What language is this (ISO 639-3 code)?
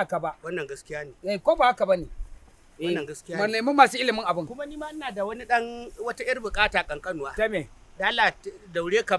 hau